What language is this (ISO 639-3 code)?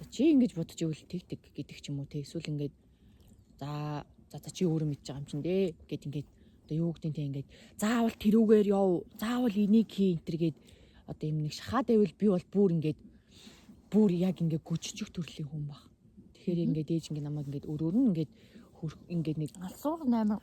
mon